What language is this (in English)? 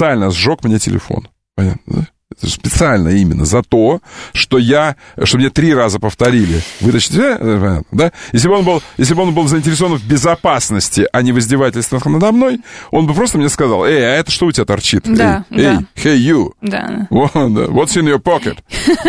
Russian